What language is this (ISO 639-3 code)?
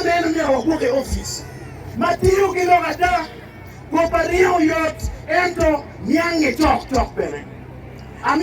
ach